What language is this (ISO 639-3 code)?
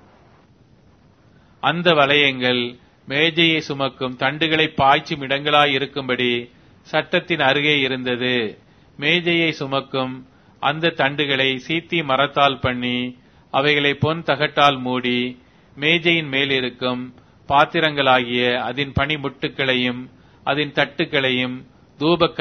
tam